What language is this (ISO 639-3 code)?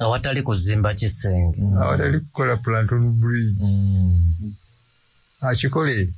lug